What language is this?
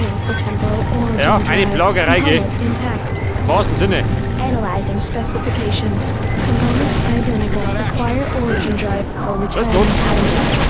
Bavarian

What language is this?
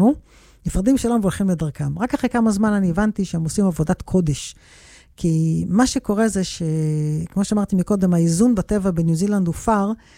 Hebrew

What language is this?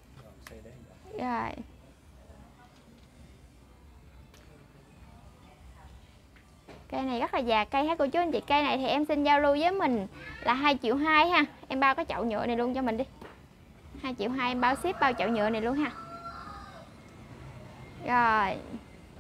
Vietnamese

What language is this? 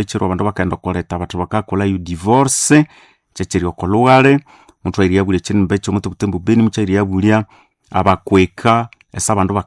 Nande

